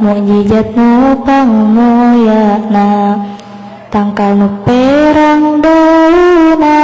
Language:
Sundanese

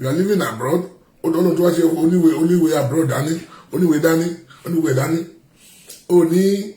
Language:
Yoruba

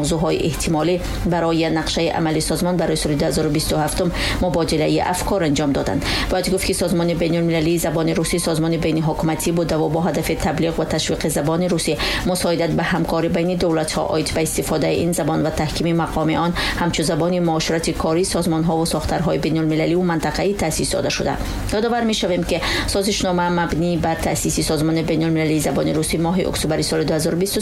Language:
Tajik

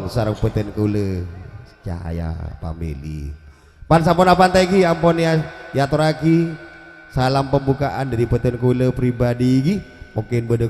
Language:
Madurese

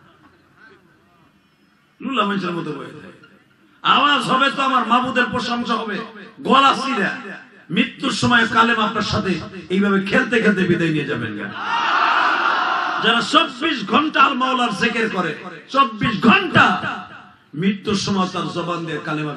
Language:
Bangla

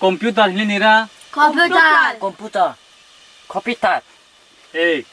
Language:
Riang (India)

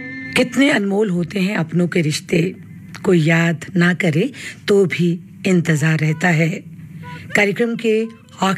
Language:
Hindi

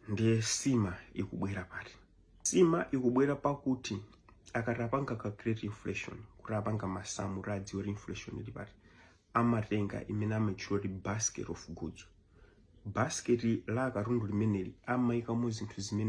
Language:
Nyanja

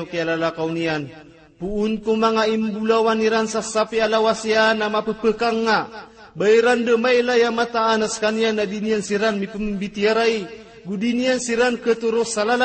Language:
Maranao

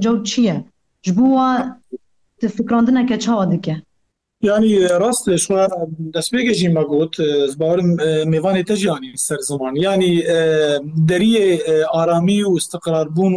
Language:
Kurdish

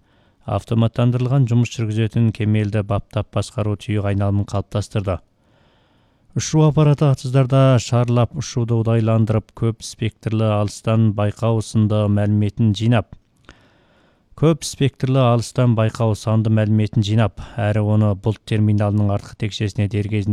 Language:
Kazakh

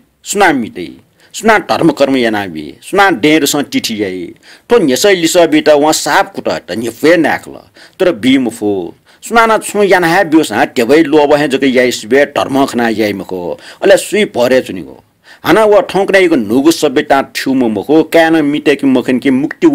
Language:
Newari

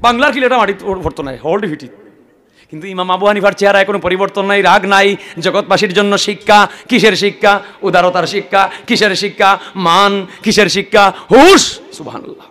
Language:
Sylheti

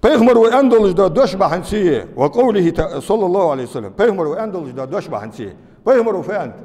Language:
Ingush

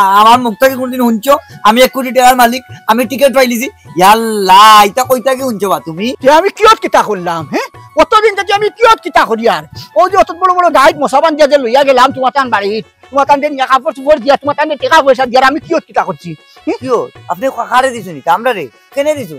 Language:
Sylheti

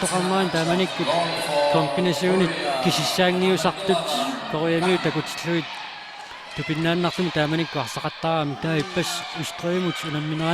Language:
Kalaallisut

